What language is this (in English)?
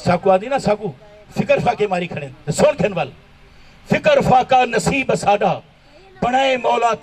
Saraiki